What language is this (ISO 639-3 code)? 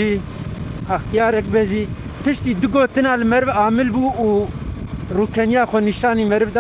kur